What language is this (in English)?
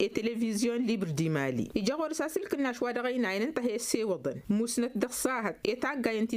Tamasheq